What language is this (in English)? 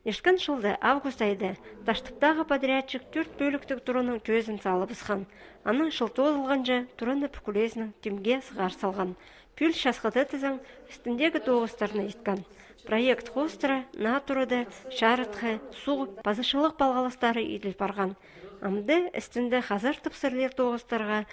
Khakas